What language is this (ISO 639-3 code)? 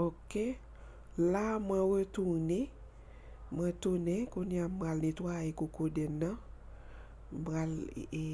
hat